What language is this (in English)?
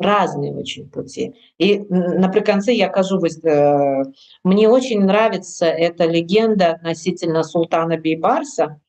Belarusian